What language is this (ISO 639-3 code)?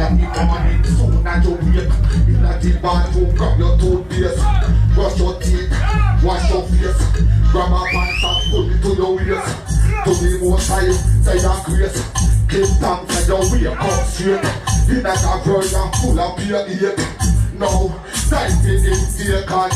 jam